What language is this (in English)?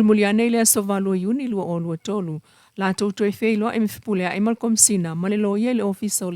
Samoan